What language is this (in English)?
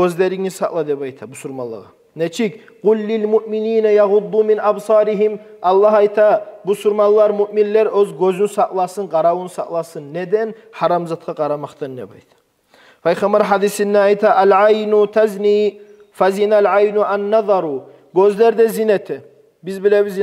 Kumyk